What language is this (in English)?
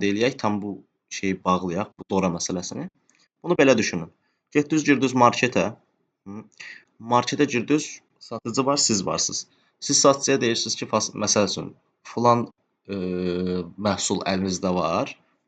Azerbaijani